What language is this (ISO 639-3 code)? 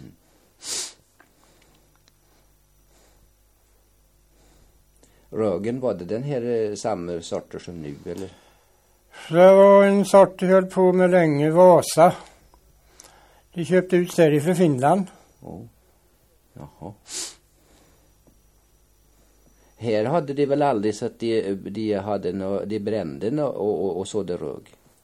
swe